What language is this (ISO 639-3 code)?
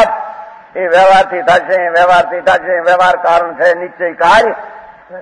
guj